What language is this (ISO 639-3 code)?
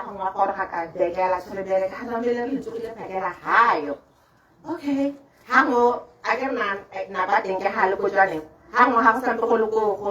tsn